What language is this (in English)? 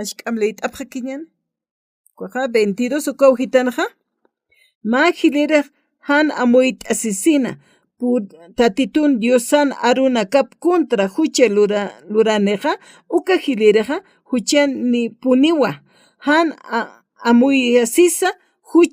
Aymara